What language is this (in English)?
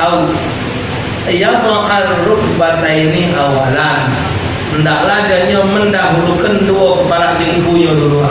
Musi